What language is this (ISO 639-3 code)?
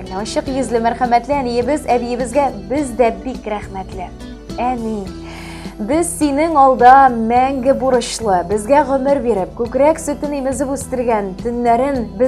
tat